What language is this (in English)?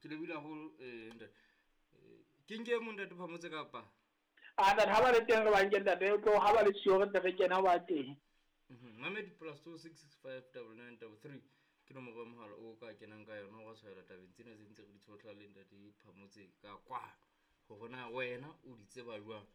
Southern Sotho